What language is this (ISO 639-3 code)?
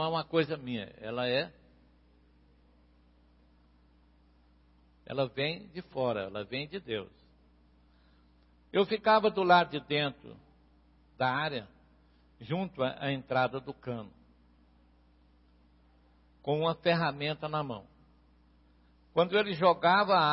por